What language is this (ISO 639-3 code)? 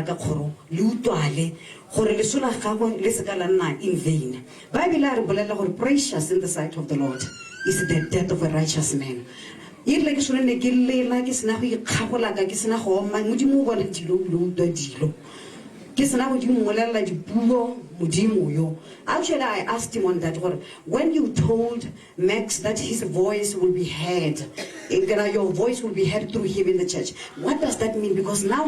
tsn